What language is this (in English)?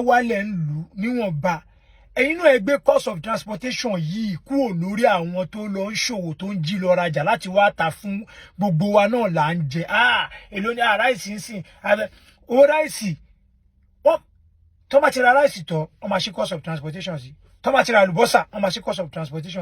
Yoruba